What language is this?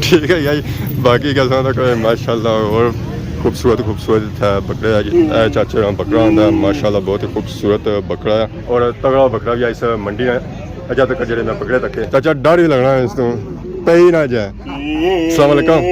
Pahari-Potwari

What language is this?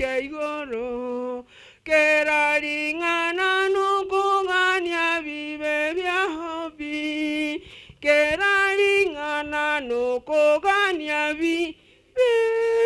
Gusii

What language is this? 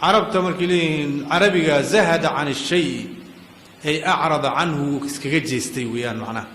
Somali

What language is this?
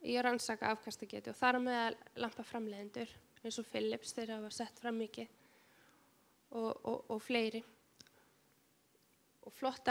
Icelandic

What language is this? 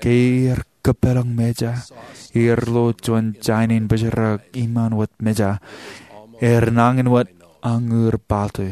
Marshallese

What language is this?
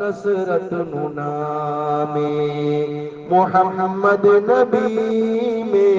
Eastern Balochi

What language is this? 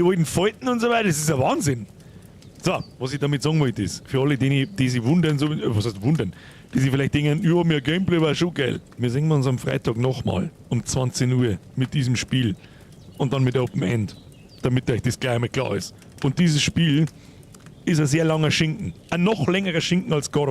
Bavarian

